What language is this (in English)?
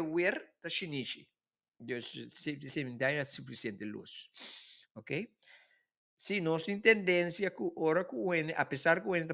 Papiamento